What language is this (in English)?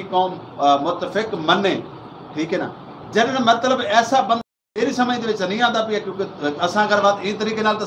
Saraiki